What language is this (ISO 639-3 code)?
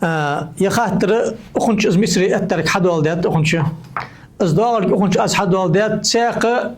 inh